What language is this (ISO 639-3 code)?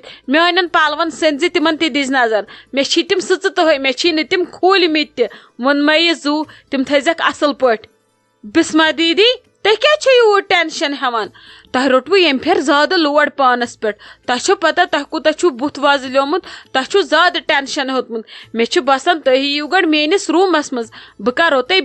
kas